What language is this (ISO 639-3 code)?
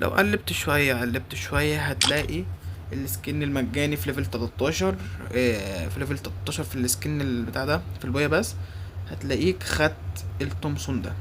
arz